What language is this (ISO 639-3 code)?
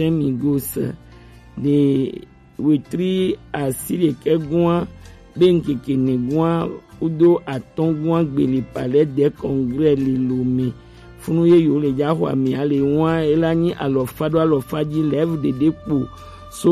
gej